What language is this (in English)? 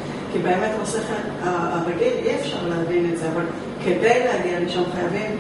Hebrew